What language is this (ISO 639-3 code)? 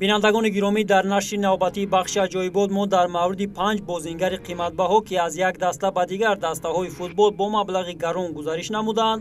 tgk